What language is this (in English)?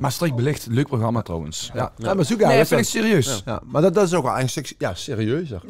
Limburgish